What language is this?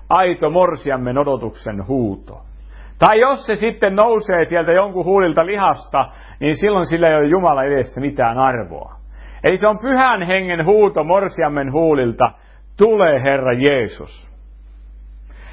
Finnish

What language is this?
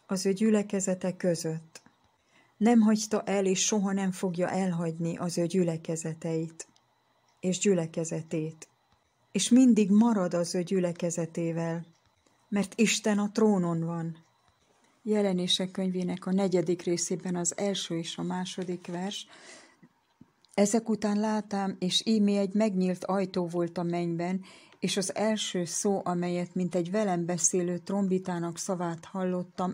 Hungarian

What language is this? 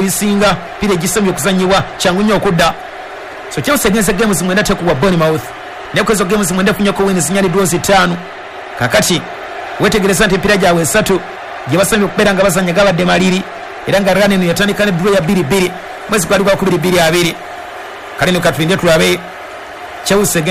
Ganda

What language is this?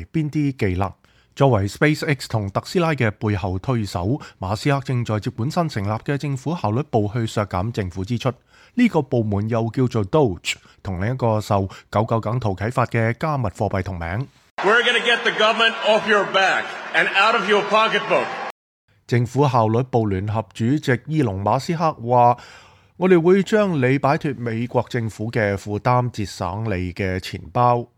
Cantonese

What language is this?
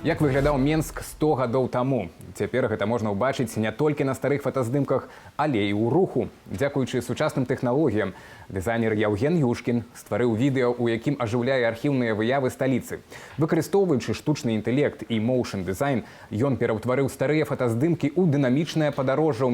Belarusian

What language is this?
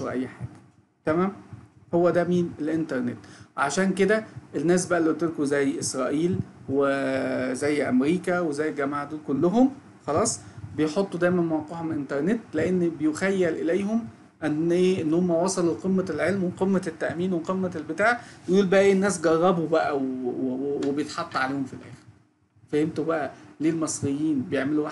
Egyptian Arabic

